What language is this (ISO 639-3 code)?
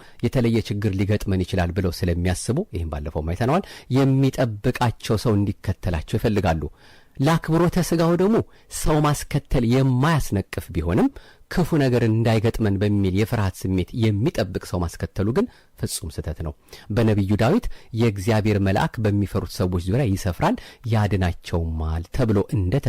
amh